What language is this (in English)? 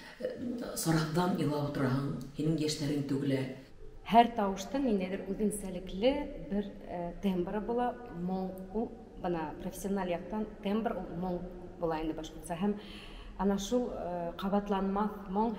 Bashkir